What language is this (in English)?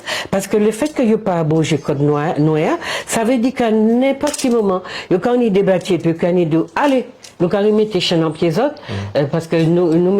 Guadeloupean Creole French